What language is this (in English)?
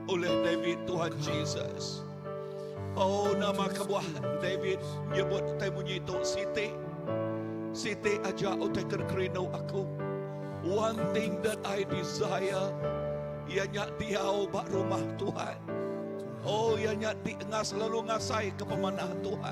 Iban